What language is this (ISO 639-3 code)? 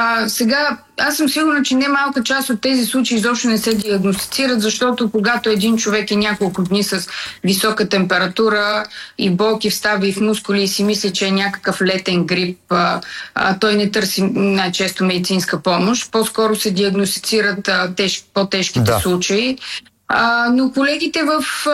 bul